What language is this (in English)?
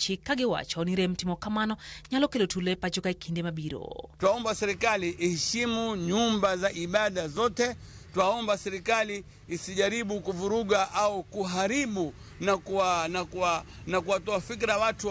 Luo (Kenya and Tanzania)